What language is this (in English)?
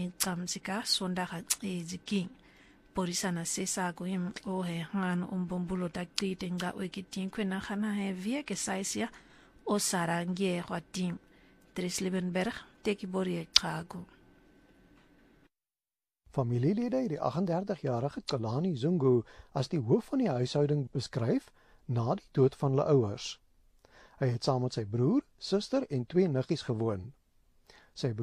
Afrikaans